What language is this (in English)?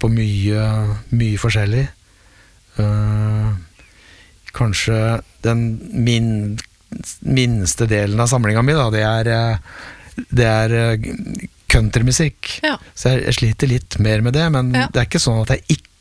Norwegian